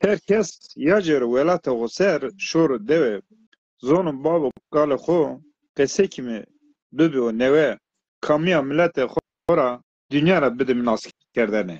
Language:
Zaza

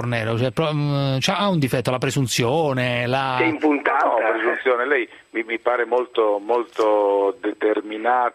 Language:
Italian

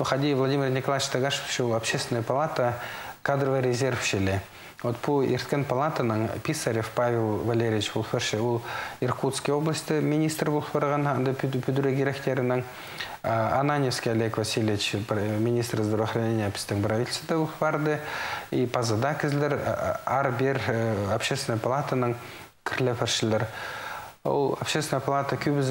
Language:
Khakas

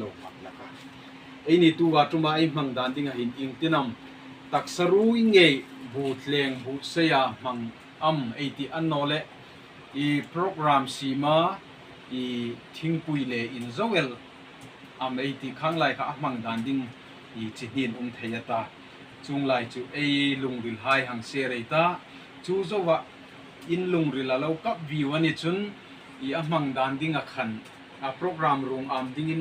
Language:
Hmar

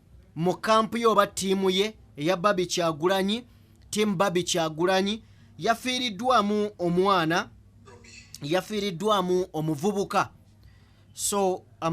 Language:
Ganda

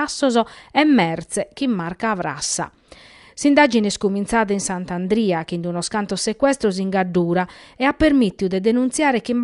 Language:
Sardinian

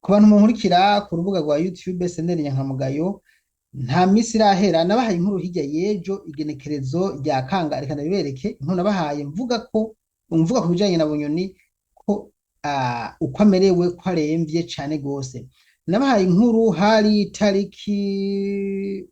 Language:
Rundi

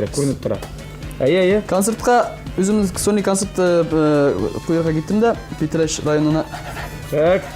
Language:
Tatar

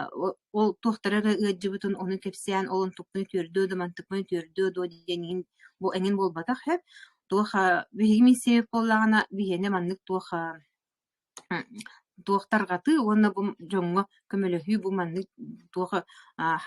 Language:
Yakut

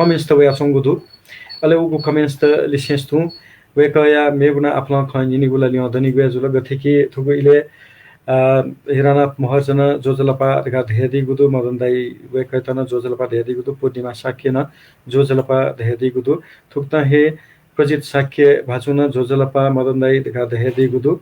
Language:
Newari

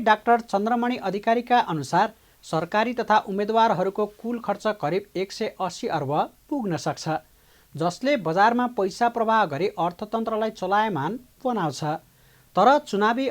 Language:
Nepali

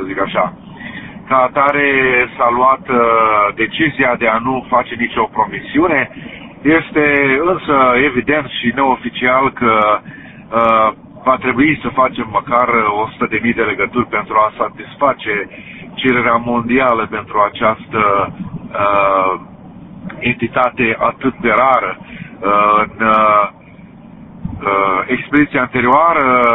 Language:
Romanian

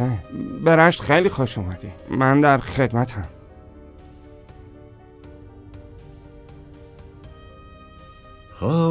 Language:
Persian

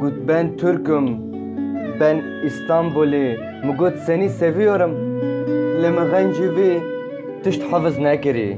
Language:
Kurdish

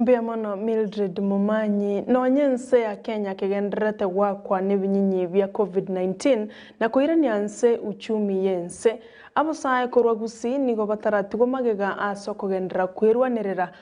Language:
Gusii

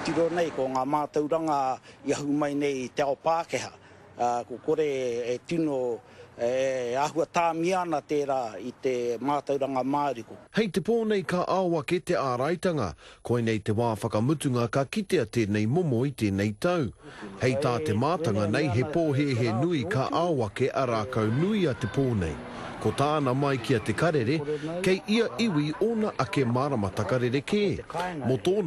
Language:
Māori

